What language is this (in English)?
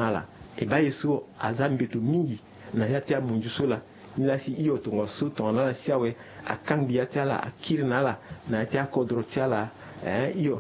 Sango